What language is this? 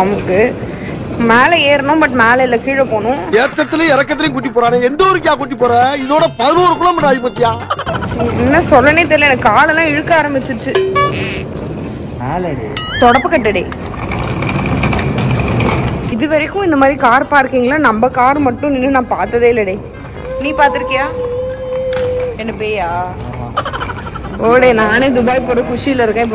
Tamil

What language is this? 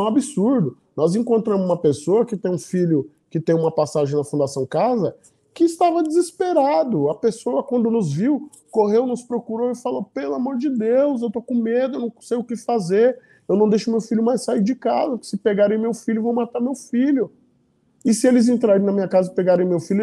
Portuguese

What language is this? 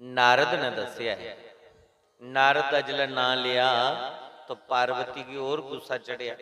Dogri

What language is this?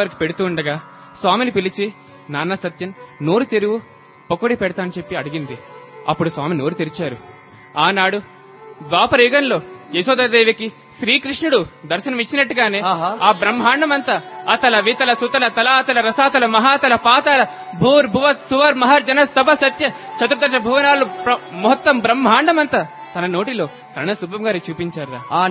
Telugu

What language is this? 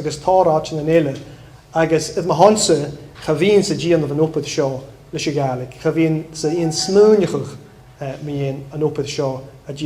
Scottish Gaelic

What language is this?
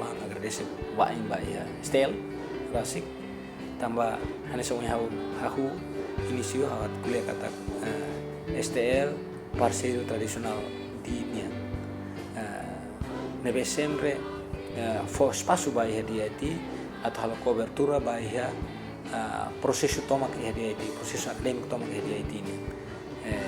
Tetum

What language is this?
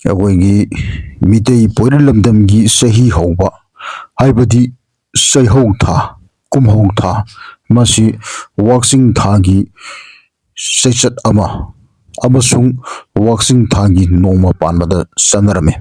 Manipuri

